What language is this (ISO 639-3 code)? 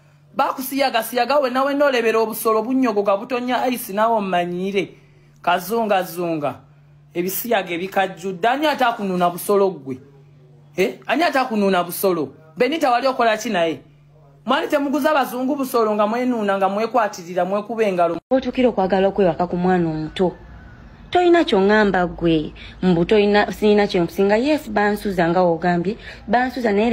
lug